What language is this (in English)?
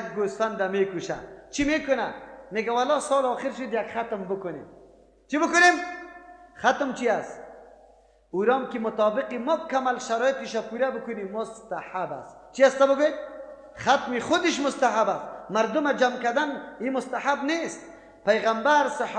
Persian